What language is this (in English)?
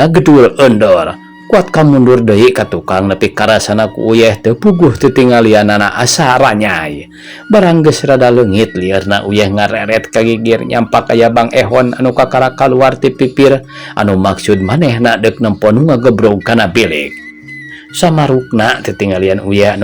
Sundanese